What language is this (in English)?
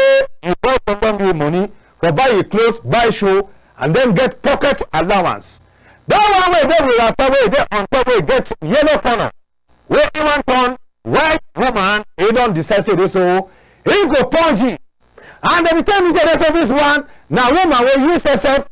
Cameroon Pidgin